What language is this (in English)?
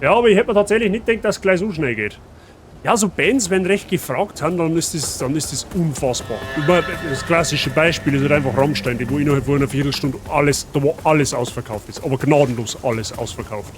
Bavarian